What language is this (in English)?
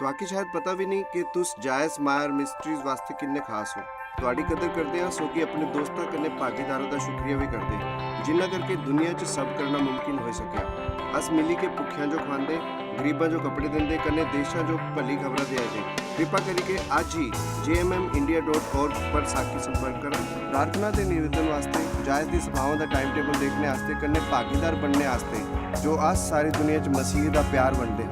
Dogri